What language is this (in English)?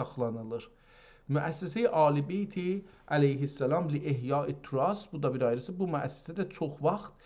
South Azerbaijani